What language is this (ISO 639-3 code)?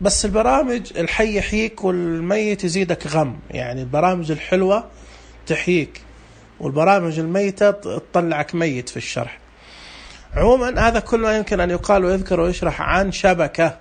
ars